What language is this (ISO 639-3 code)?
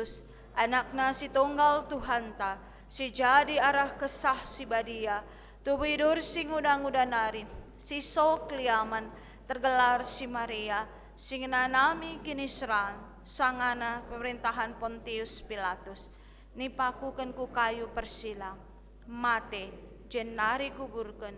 btx